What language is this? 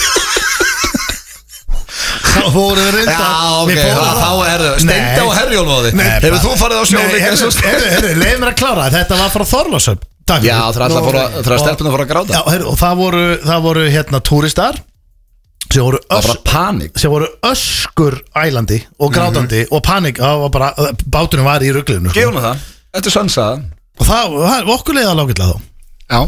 Icelandic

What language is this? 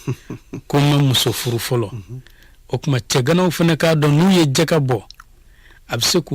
Bambara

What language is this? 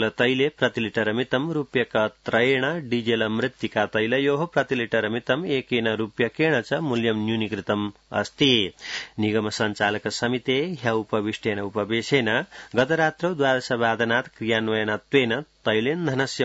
Sanskrit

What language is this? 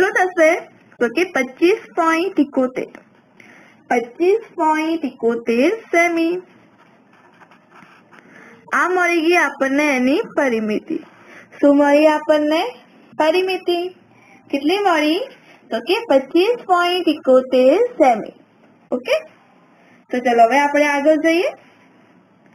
Gujarati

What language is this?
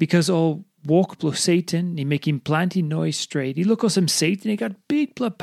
Tok Pisin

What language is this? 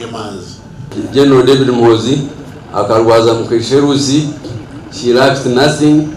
Nyankole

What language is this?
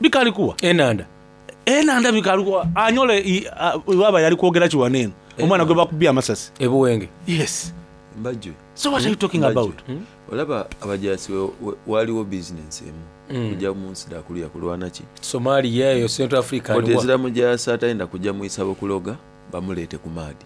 Soga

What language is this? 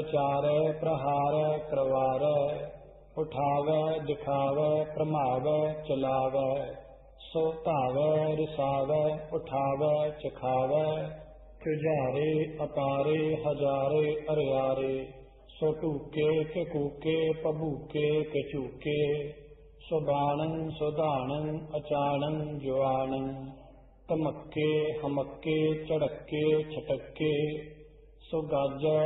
Punjabi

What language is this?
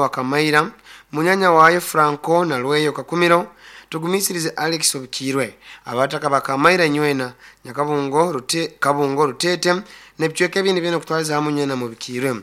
Nyankole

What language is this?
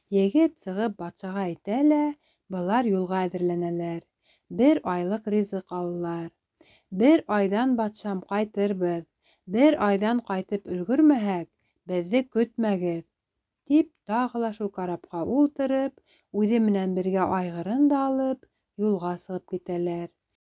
Bashkir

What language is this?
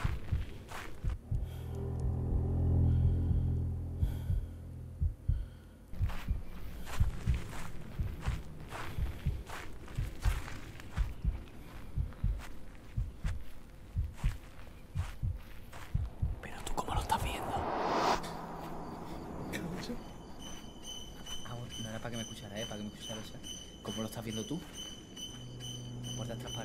Spanish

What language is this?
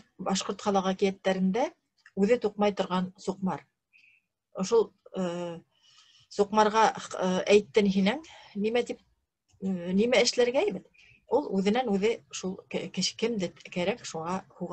Bashkir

